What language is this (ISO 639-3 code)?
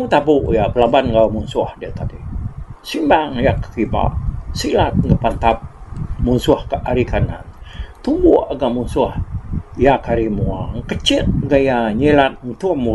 iba